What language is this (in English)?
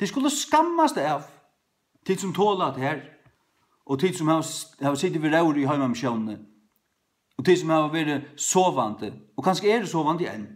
Faroese